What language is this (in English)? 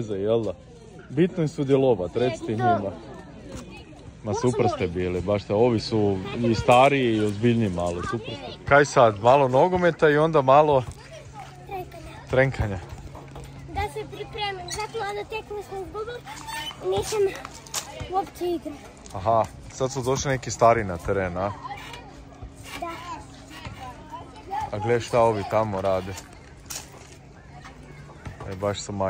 Croatian